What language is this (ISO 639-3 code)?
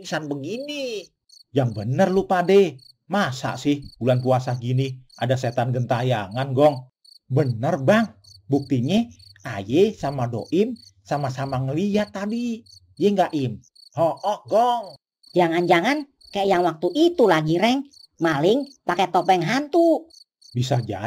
bew